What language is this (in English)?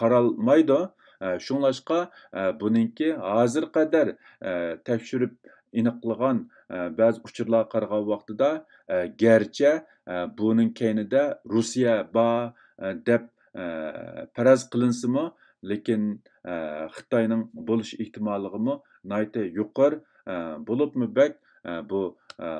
Uyghur